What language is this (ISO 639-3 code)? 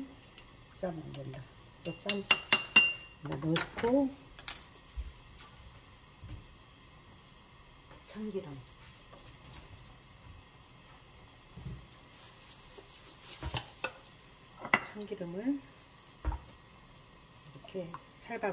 kor